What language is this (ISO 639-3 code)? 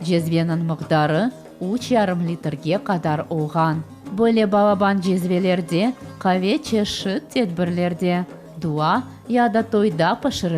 crh